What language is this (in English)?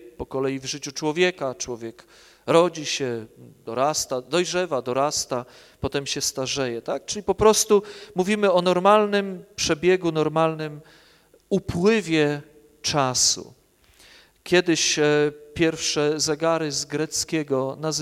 Polish